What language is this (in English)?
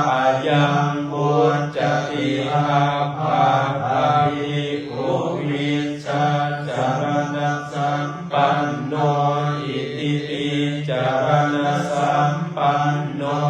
Pali